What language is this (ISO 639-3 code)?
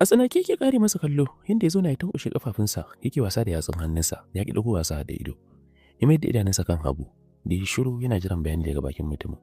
hau